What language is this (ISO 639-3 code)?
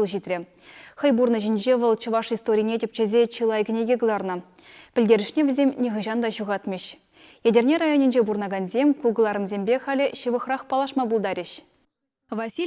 chv